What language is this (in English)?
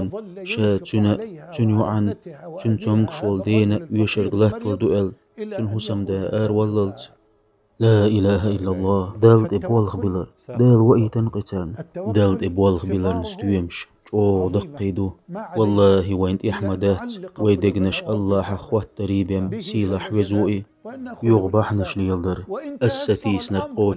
Chechen